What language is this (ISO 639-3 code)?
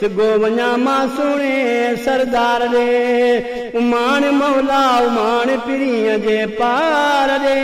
skr